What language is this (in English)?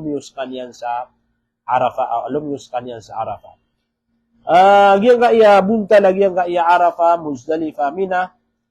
Maranao